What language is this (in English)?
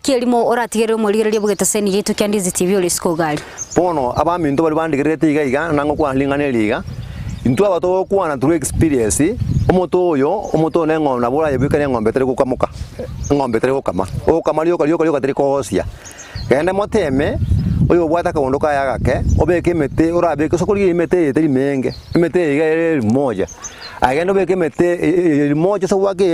Gusii